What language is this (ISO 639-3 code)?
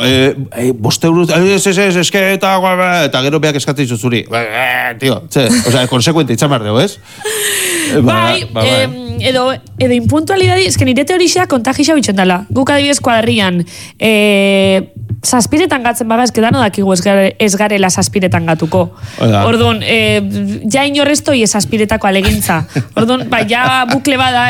eus